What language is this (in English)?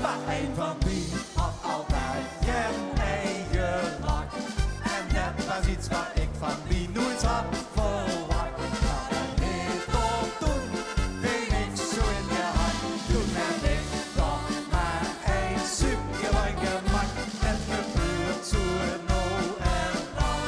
Limburgish